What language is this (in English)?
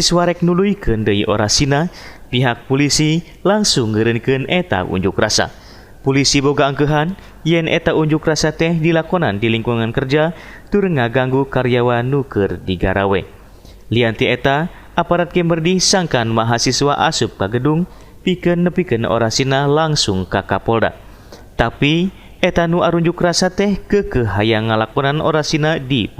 Sundanese